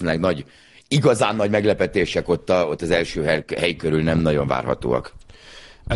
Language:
Hungarian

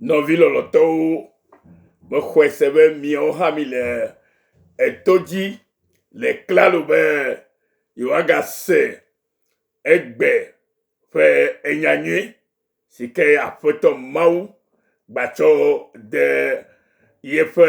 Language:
Ewe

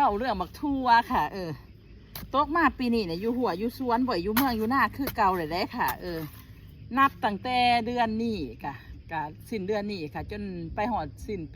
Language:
Northeastern Thai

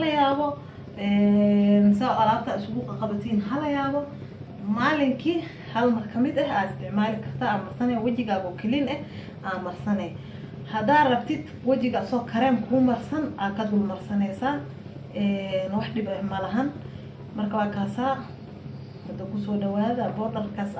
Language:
Somali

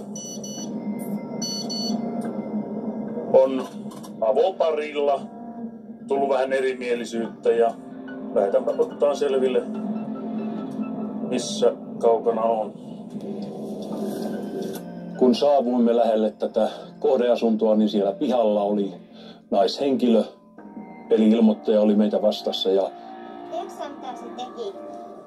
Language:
Finnish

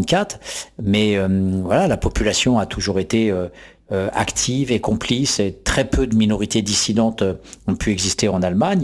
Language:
French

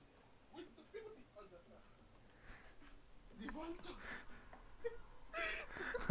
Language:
Hebrew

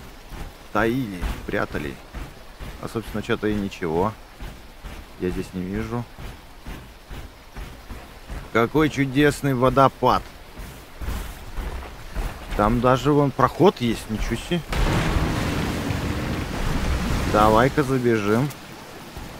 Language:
Russian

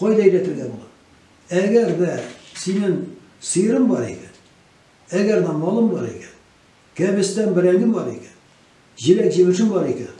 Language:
Tatar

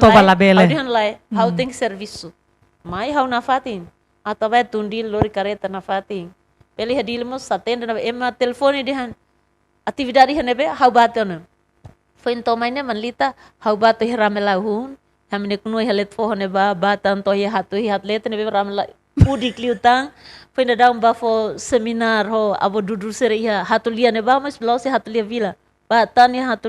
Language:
Tetum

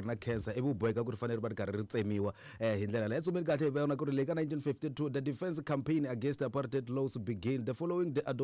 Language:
Tsonga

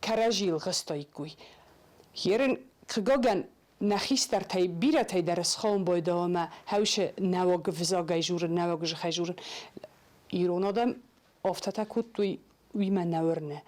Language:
Ossetic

